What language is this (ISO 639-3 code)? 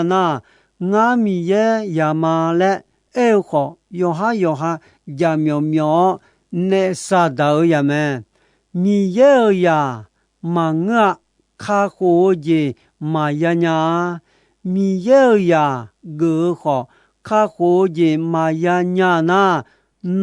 ahk